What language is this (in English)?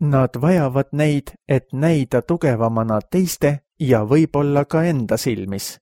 Estonian